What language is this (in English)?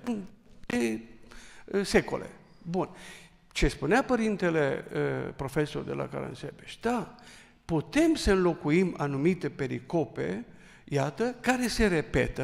Romanian